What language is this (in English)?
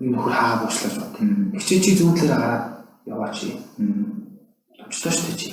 Mongolian